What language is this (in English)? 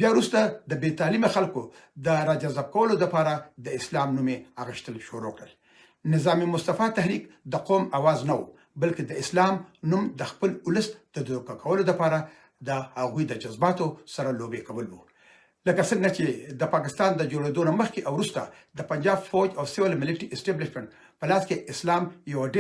Pashto